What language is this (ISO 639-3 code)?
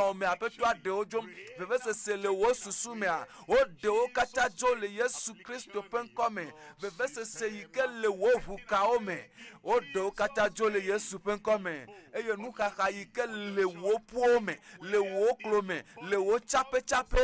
ewe